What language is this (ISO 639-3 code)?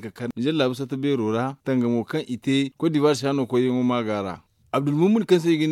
dje